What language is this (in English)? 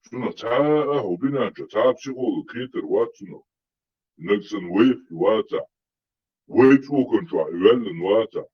Chechen